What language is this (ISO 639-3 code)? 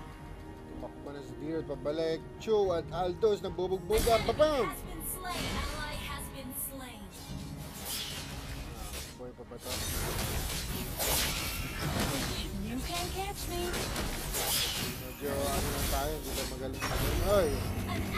fil